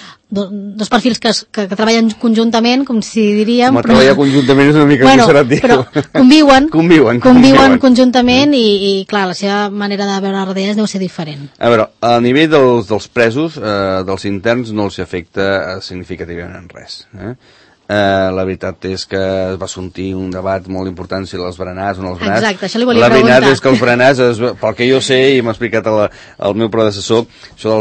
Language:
Catalan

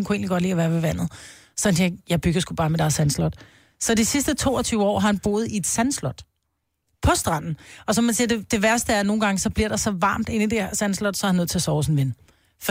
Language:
Danish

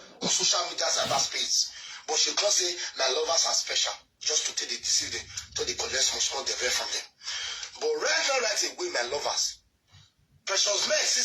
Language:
Nigerian Pidgin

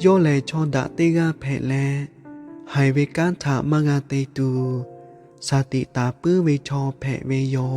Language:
Lahu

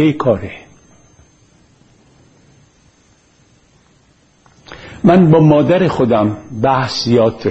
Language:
Persian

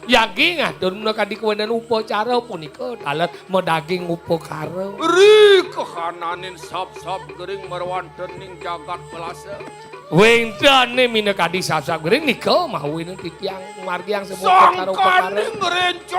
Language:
Balinese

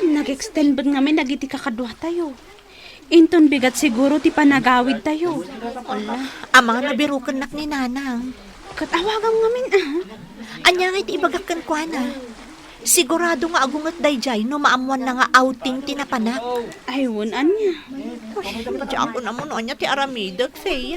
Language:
Iloko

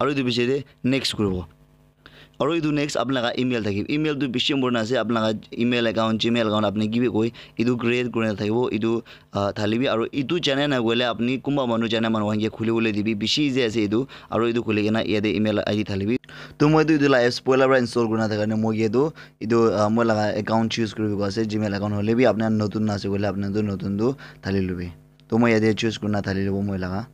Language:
Naga Pidgin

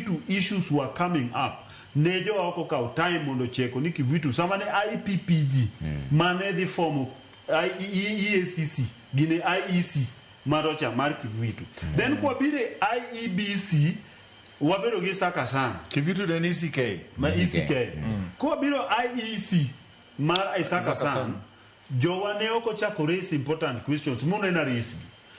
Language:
Luo (Kenya and Tanzania)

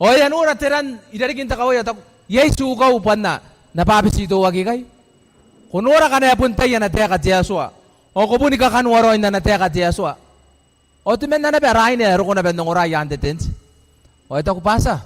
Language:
Gilbertese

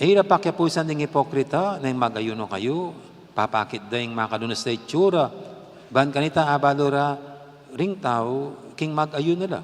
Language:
Pampanga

